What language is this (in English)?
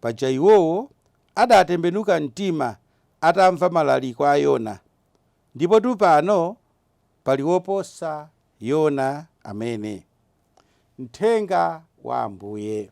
Nyanja